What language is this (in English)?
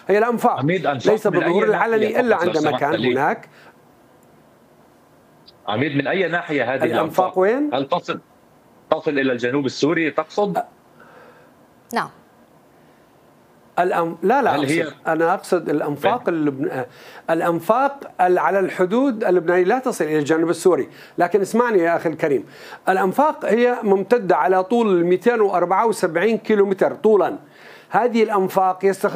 Arabic